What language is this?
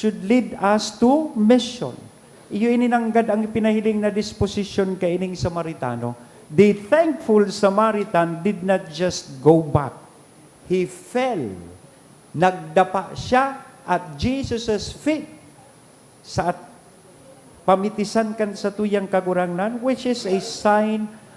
Bikol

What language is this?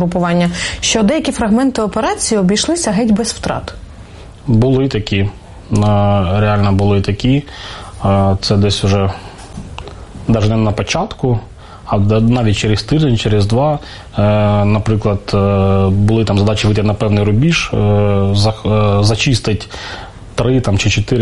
Ukrainian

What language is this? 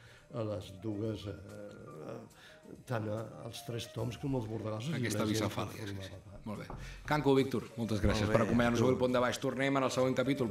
Catalan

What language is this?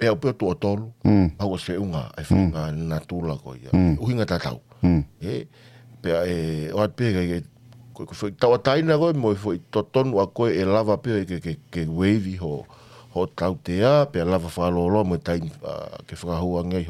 Tongan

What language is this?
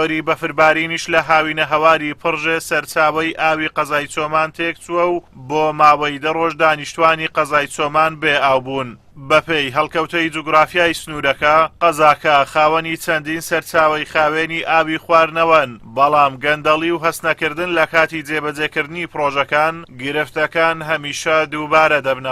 Central Kurdish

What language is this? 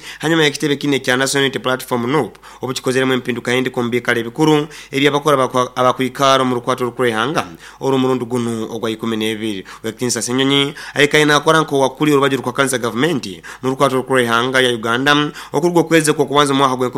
Nyoro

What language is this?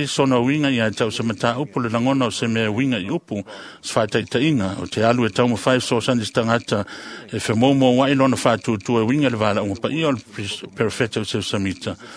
Samoan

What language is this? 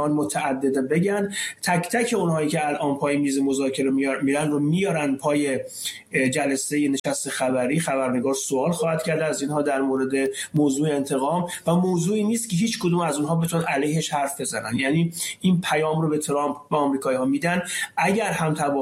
Persian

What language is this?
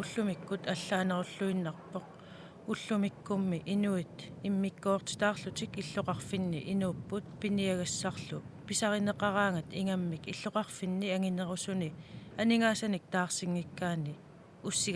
Kalaallisut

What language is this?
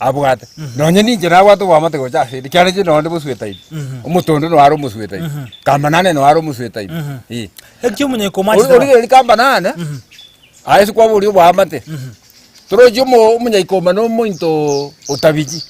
Gusii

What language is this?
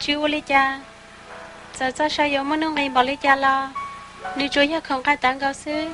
Hmong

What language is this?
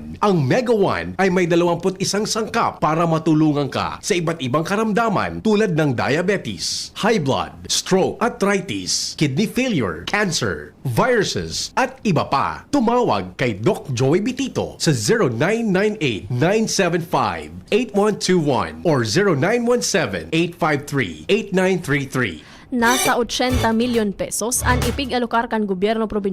Bikol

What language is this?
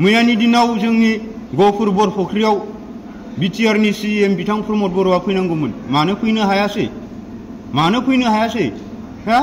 Bodo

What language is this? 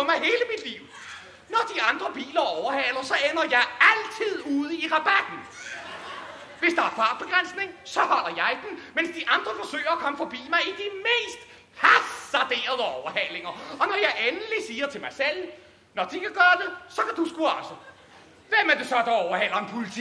Danish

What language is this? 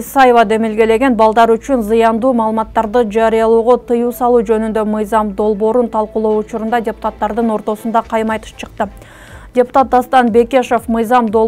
Kyrgyz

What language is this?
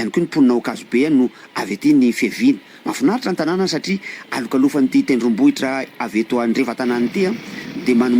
Malagasy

